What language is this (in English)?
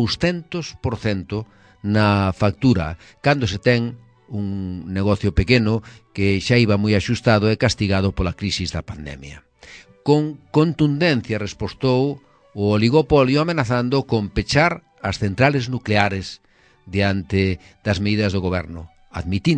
Galician